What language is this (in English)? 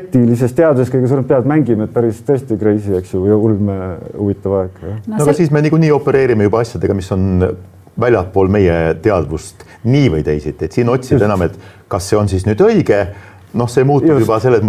Estonian